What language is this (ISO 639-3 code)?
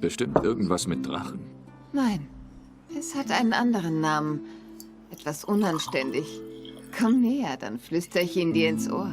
gsw